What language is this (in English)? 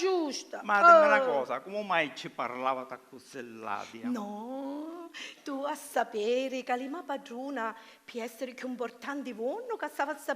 Sicilian